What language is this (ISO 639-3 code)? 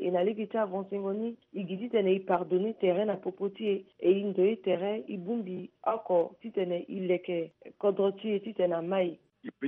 sag